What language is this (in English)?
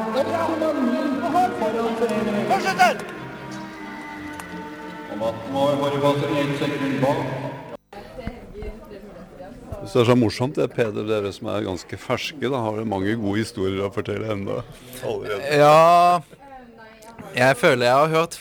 Norwegian